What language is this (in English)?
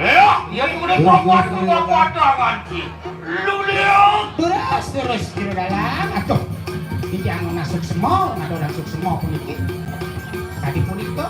Balinese